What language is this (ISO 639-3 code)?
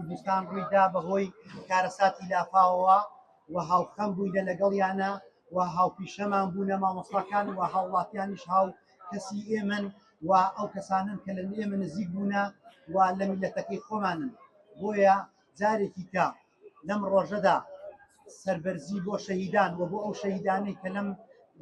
ckb